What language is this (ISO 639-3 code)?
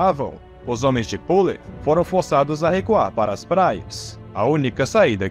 por